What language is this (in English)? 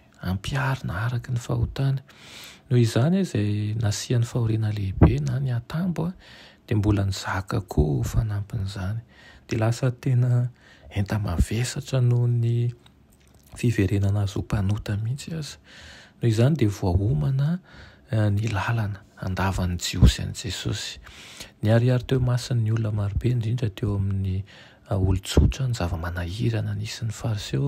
Malagasy